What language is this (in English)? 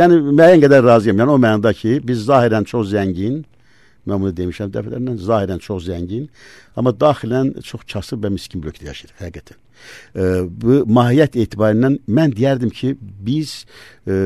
Azerbaijani